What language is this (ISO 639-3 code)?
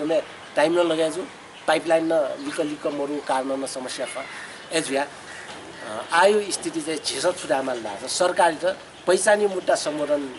new